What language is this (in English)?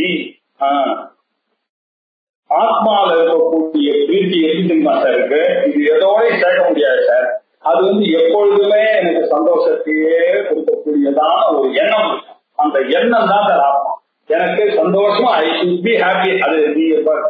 Tamil